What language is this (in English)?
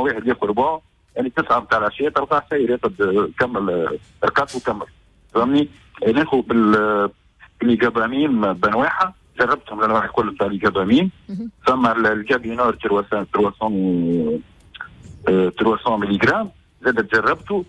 Tunisian Arabic